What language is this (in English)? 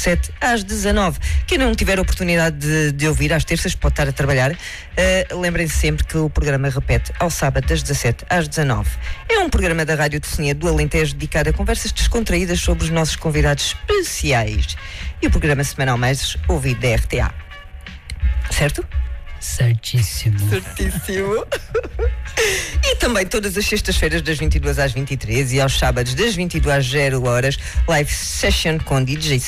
Portuguese